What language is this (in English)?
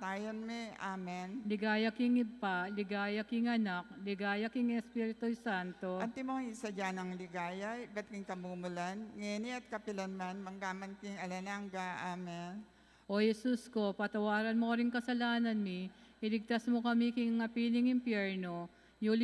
Pampanga